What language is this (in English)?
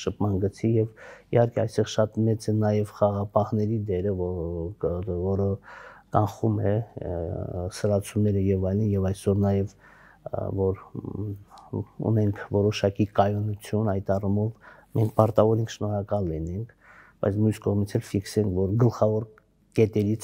Armenian